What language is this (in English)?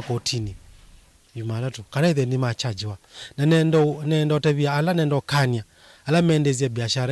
Kamba